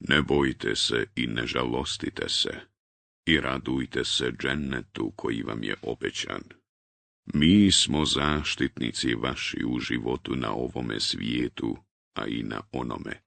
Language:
Bosnian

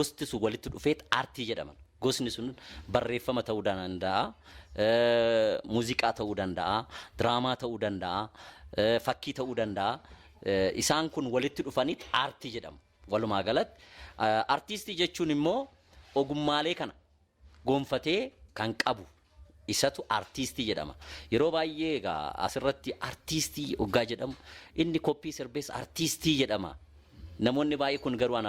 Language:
Oromo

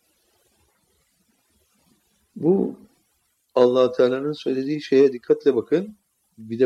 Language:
Turkish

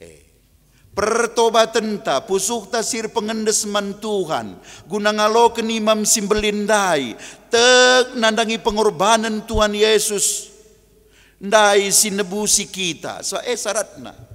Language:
Batak Karo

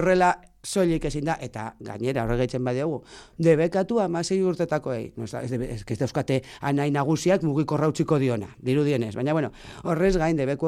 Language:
Basque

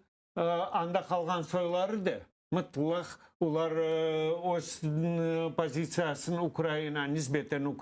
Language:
Crimean Tatar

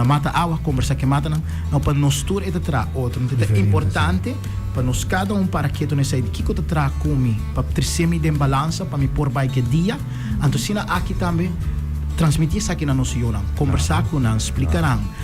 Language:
Papiamento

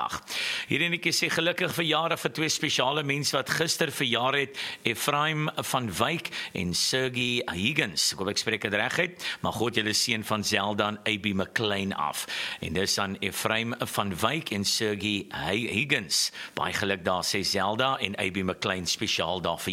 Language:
Afrikaans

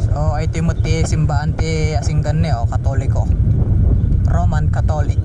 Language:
Iloko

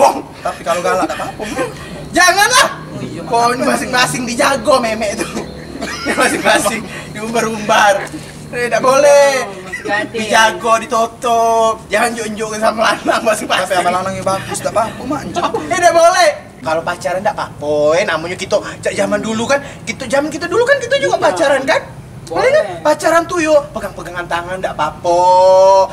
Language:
Musi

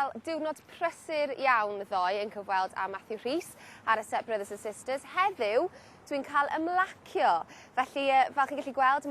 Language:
Welsh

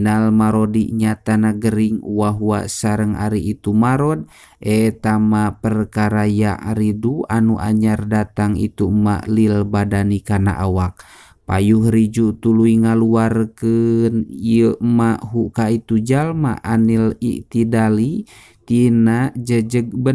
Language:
Sundanese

